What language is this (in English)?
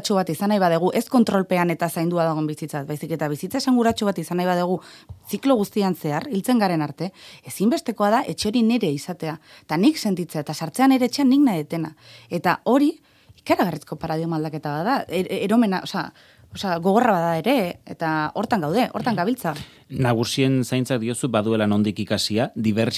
Basque